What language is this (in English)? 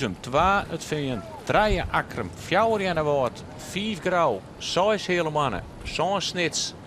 Western Frisian